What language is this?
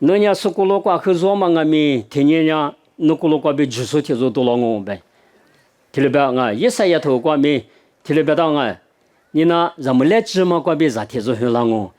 Lisu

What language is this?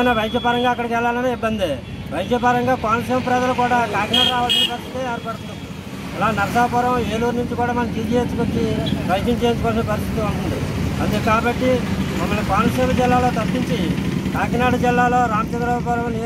Telugu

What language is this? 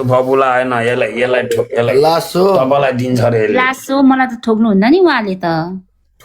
Nepali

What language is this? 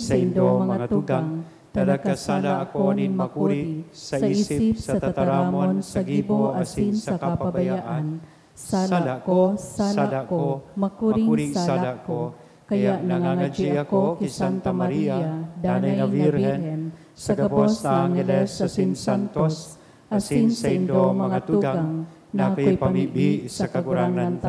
Bikol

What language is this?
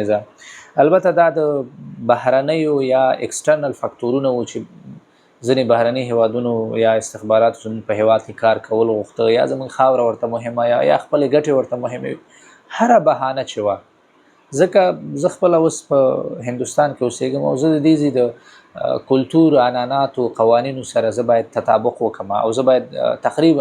Pashto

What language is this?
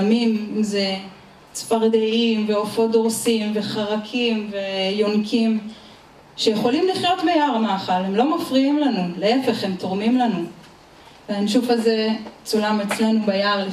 Hebrew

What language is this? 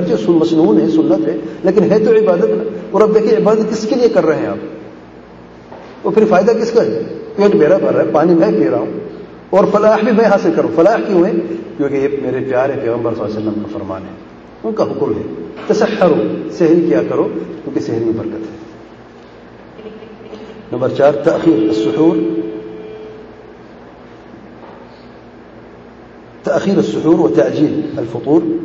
Urdu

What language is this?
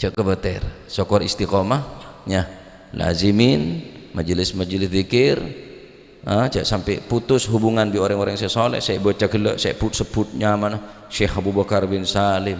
Madurese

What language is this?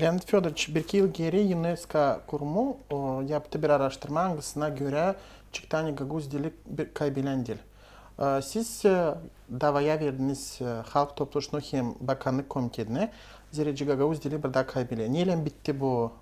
Gagauz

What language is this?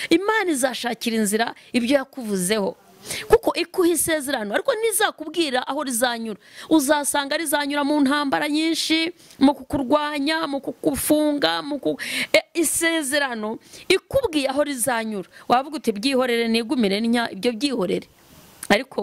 Kinyarwanda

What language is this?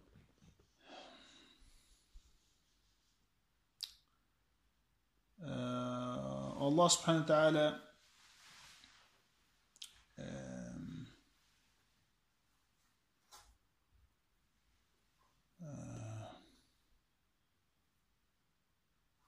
Danish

